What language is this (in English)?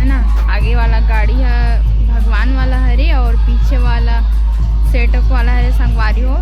Chhattisgarhi